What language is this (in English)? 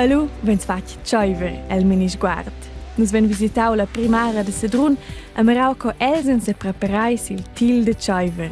Romansh